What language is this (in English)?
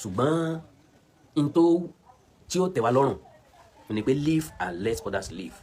Yoruba